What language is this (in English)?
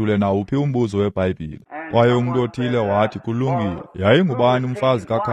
Xhosa